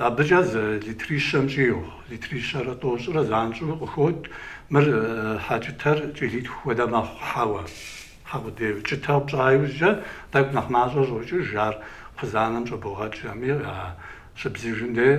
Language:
Kabardian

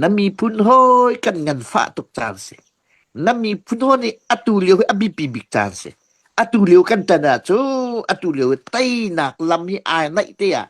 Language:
Hakha Chin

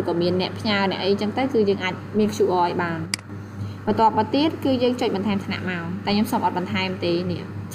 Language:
Khmer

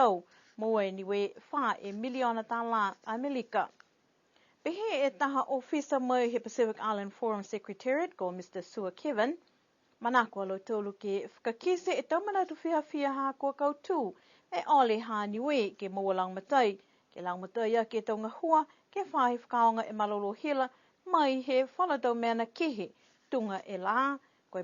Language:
Niuean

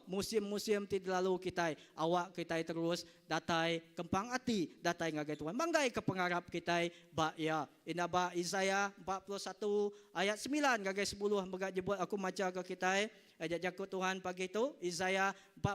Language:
Iban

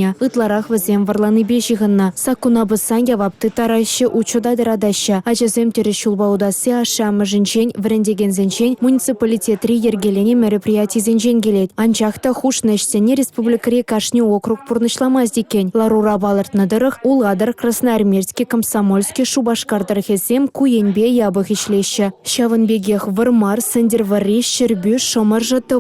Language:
Chuvash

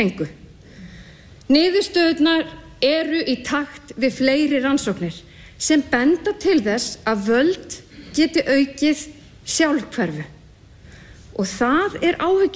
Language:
Icelandic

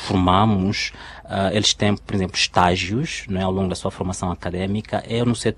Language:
Portuguese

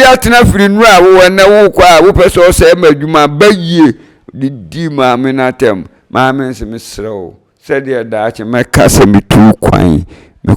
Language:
Akan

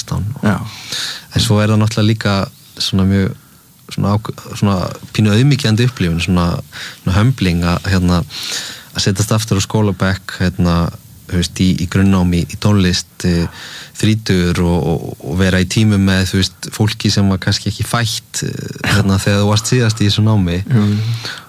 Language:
Icelandic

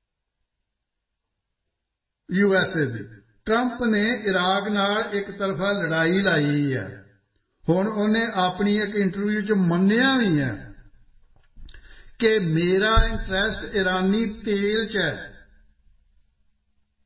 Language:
Punjabi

